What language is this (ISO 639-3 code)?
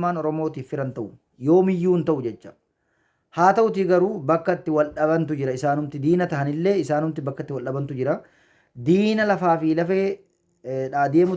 orm